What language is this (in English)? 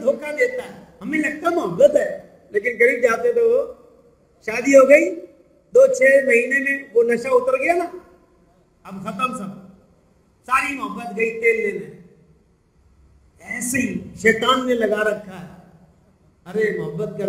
Urdu